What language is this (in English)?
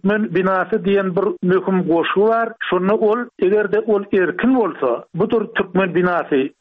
Turkmen